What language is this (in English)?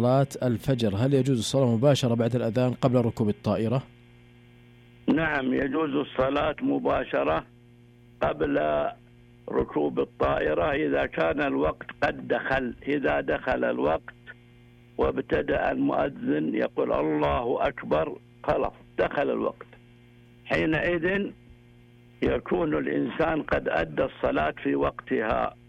Arabic